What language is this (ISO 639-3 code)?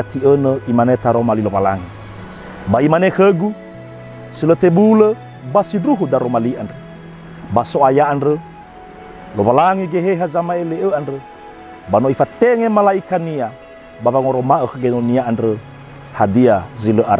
nia